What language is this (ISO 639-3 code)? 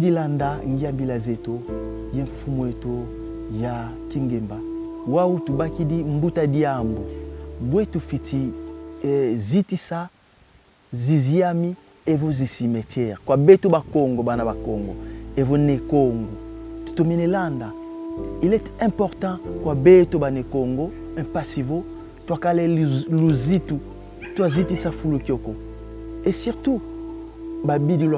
kon